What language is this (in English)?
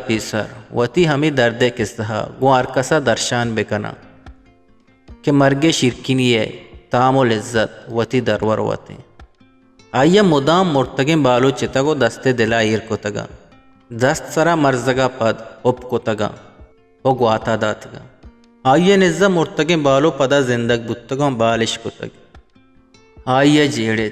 Eastern Balochi